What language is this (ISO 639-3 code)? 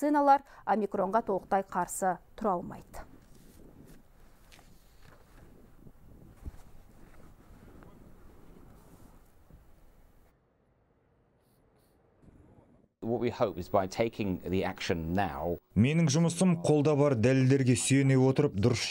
kaz